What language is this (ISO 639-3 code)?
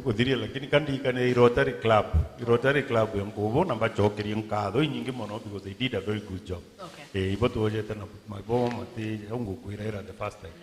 mer